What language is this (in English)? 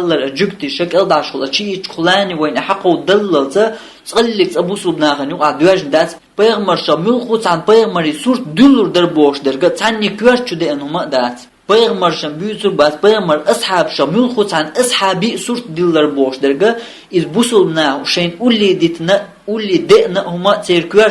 Chechen